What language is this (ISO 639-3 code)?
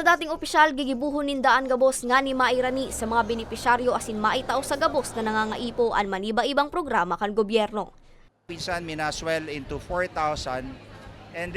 bik